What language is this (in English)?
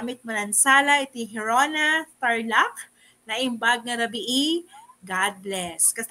Iloko